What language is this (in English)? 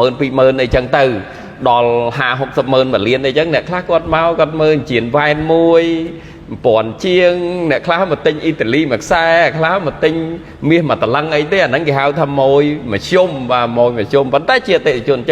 Khmer